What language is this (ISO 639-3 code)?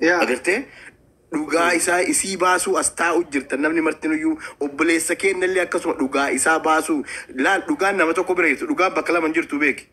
orm